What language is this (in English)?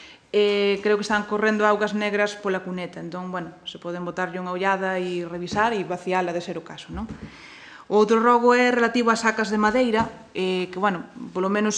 Galician